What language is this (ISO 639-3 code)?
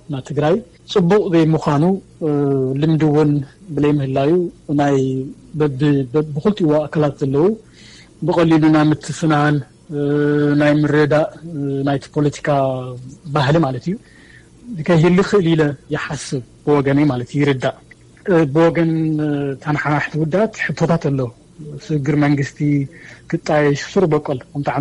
tir